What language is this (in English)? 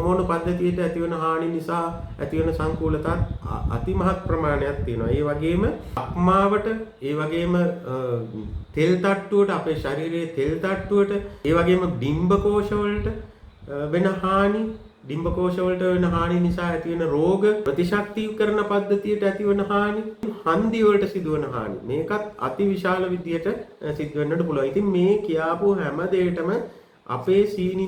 Sinhala